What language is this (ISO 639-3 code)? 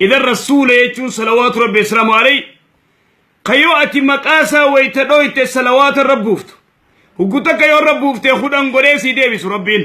orm